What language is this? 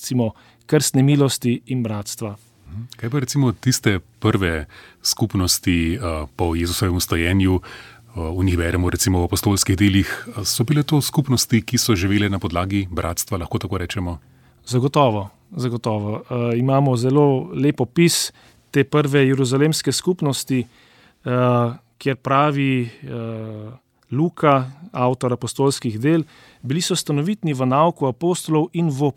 Slovenian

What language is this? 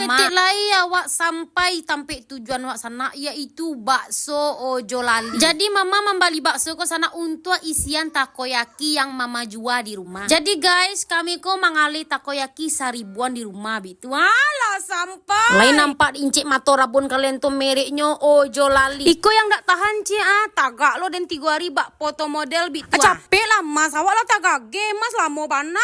Minangkabau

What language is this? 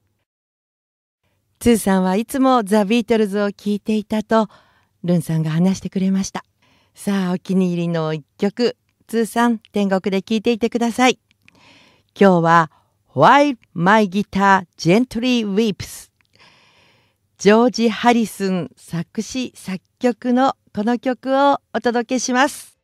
Japanese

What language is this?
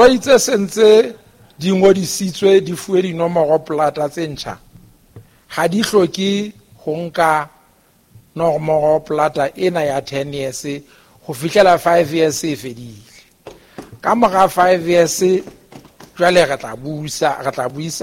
Southern Sotho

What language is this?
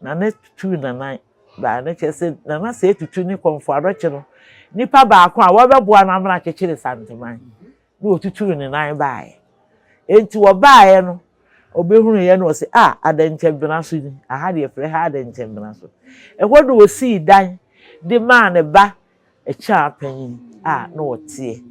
Akan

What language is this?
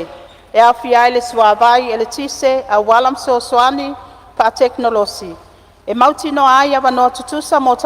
Samoan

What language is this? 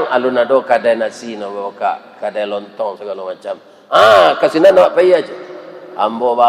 Minangkabau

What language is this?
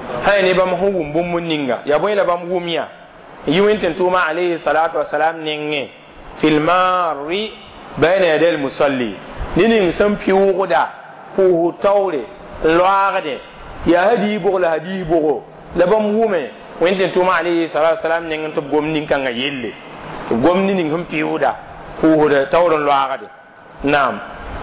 Mossi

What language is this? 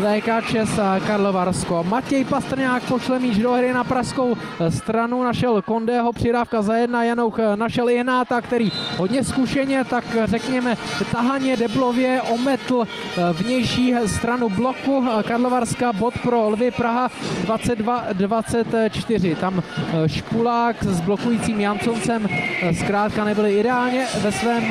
Czech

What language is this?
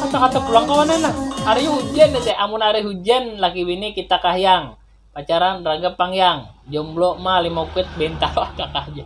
Banjar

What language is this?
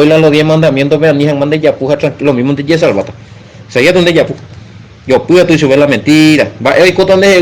Guarani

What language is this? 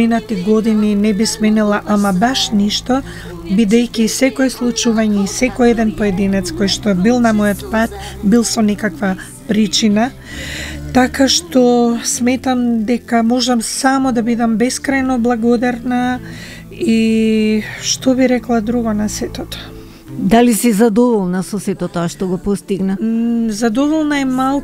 Macedonian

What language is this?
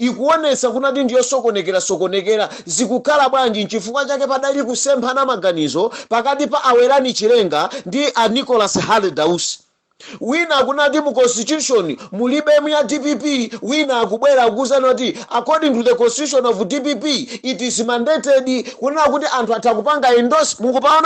Nyanja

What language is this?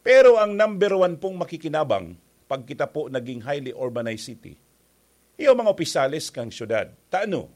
Bikol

